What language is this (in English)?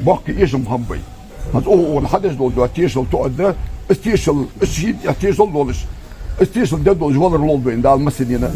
Ingush